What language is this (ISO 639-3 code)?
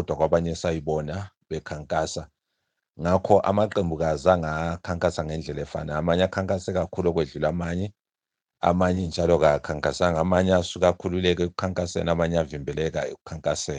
nde